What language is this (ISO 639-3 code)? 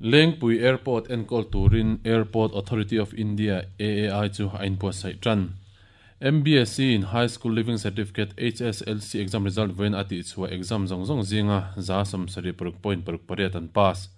lus